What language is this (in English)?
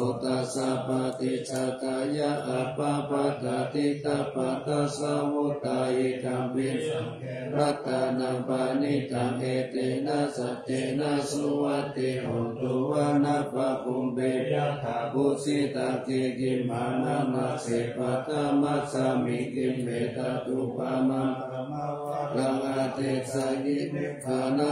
Pali